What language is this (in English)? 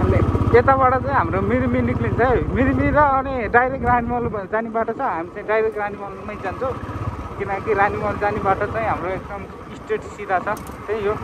Nepali